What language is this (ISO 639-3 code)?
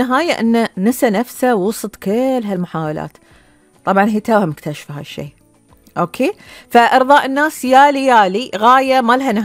afb